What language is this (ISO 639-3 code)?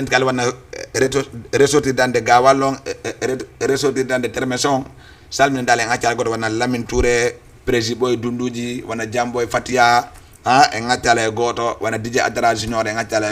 ful